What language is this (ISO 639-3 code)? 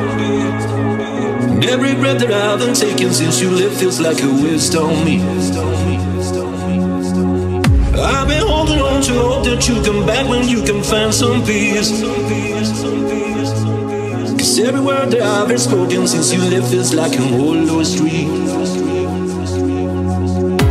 eng